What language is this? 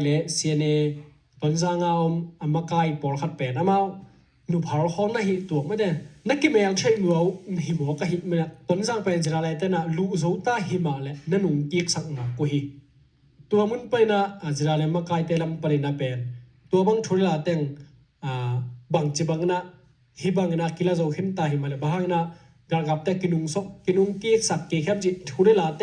Tedim Chin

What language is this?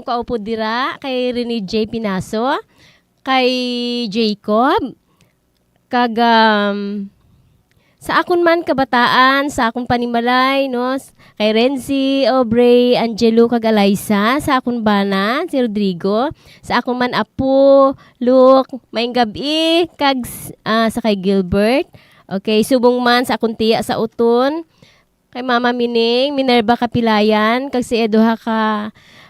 Hiligaynon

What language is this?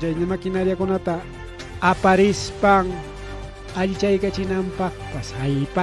Ayacucho Quechua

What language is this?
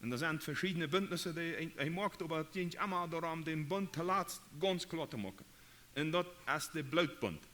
Plautdietsch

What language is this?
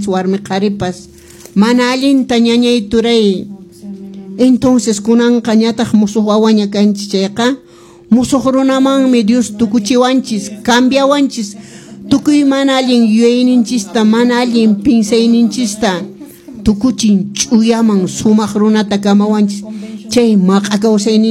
Quechua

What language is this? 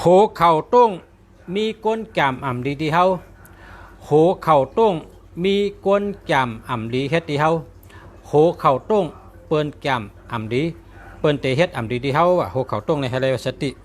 Shan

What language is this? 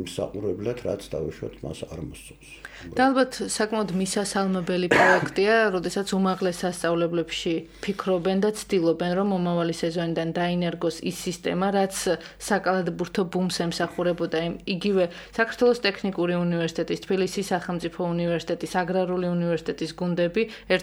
Georgian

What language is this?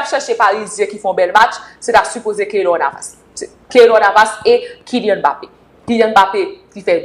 Haitian Creole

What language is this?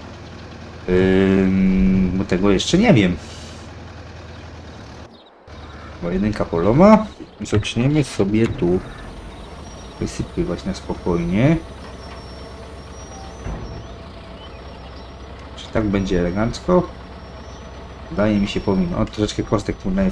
Polish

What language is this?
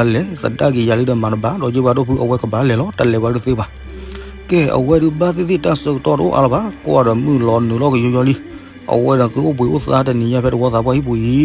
S'gaw Karen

